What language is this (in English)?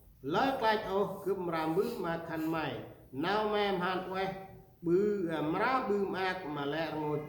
Central Mnong